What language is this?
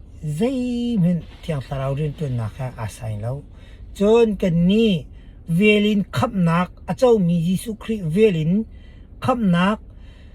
Hakha Chin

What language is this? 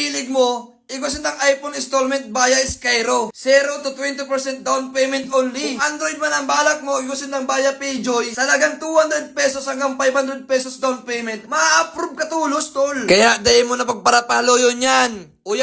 Bikol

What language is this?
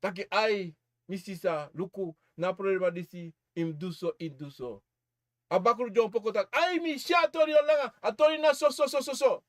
Sranan Tongo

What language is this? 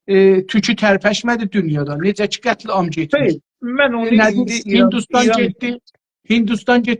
South Azerbaijani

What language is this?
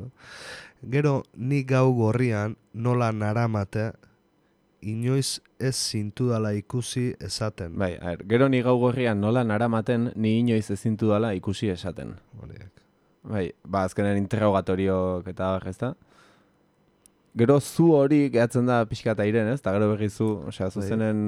Basque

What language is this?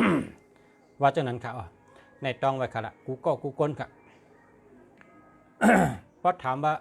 Shan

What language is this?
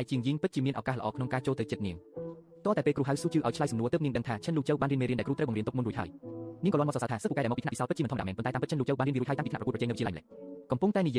Khmer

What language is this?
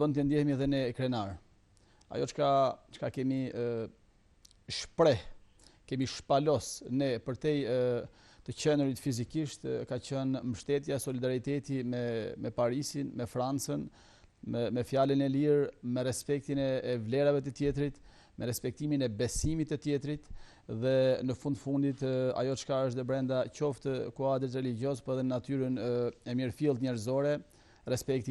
Albanian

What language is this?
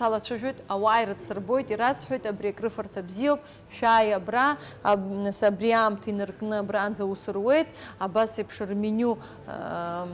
Abkhazian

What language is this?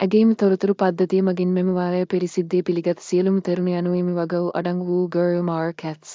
Sinhala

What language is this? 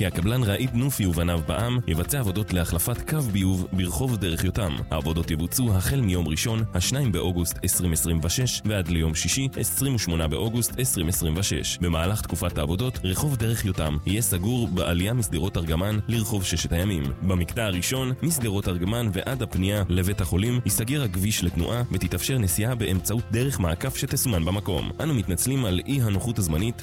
Hebrew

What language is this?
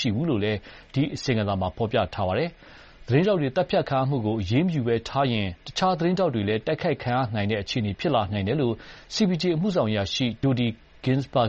Burmese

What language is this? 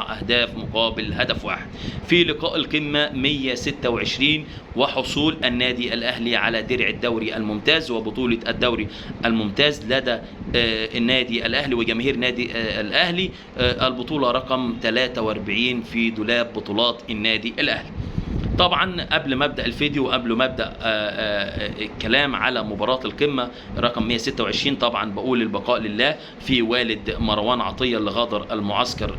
Egyptian Arabic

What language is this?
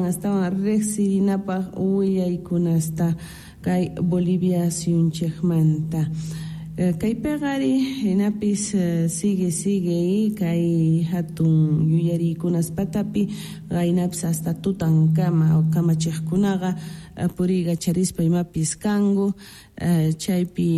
South Bolivian Quechua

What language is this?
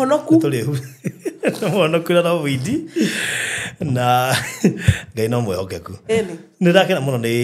Kikuyu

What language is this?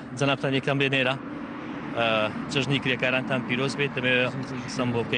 Central Kurdish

